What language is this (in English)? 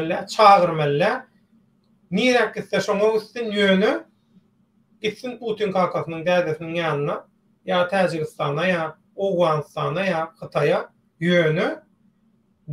Turkmen